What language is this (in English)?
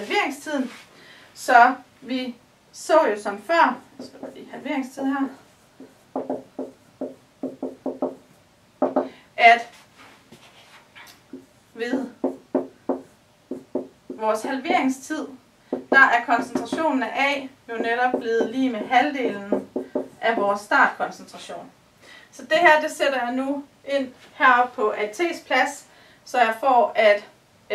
Danish